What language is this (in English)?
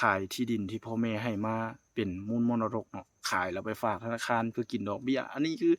Lao